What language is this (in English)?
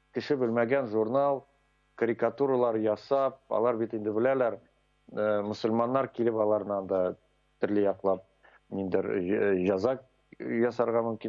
Tatar